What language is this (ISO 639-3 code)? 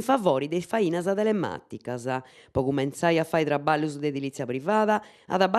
srd